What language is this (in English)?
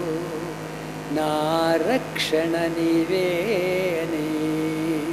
Telugu